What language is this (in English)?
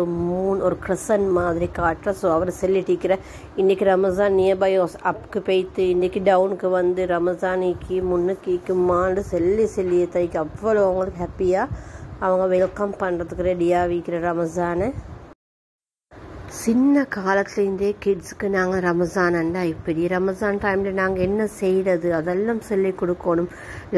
Tamil